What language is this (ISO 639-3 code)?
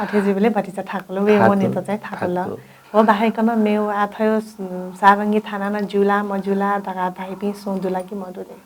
new